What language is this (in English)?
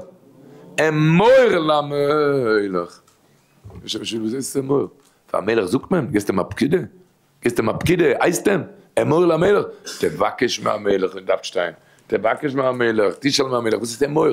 Yiddish